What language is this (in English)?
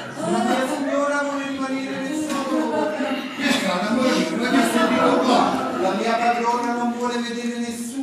Neapolitan